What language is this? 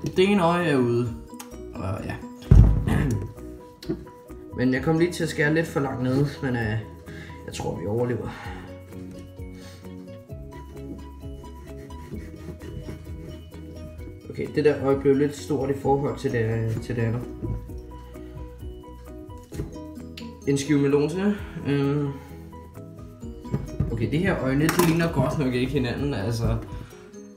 Danish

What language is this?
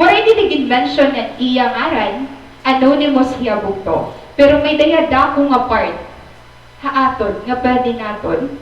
Waray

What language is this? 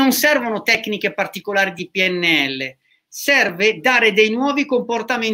Italian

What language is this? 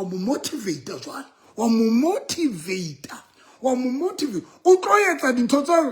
Southern Sotho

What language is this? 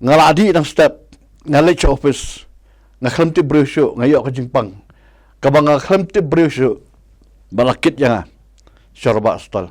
Khasi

